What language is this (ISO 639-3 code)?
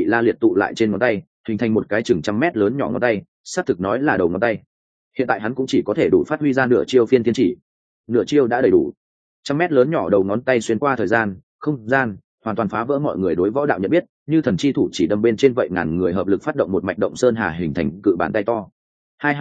vie